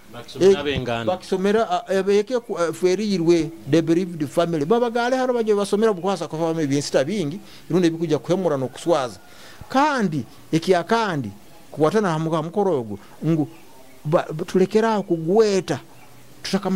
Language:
Nyoro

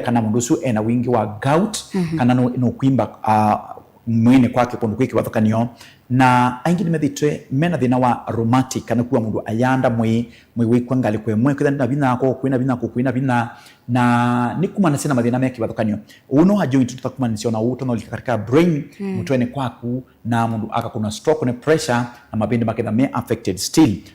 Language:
Kamba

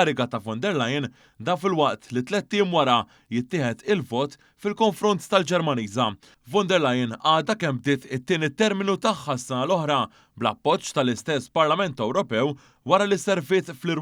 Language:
Maltese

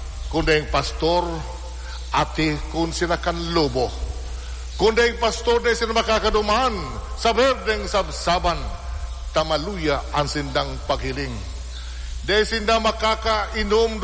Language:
Bikol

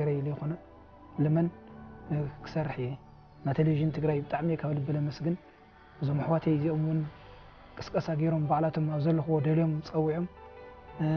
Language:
Tigrinya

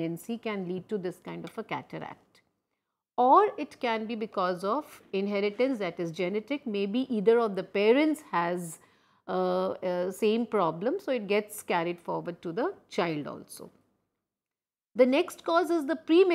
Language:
English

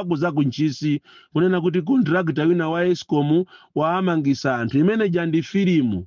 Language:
Nyanja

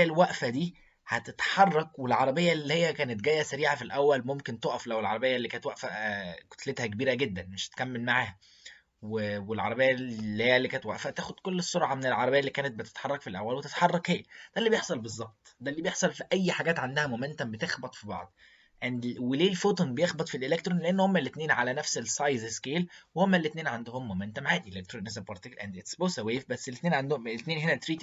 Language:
Egyptian Arabic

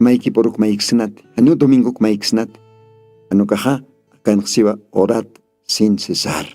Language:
Aymara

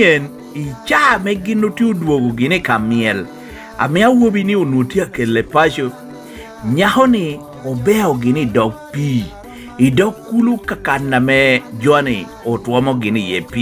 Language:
Lango (Uganda)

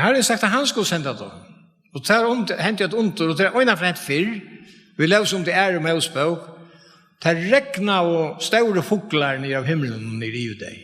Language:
Faroese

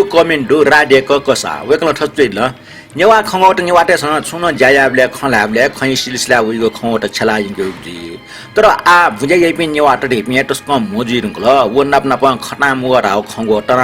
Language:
Newari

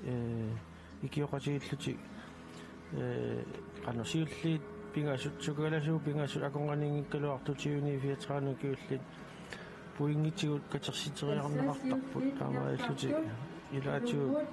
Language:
Kalaallisut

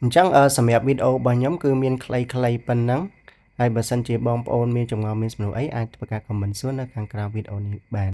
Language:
Khmer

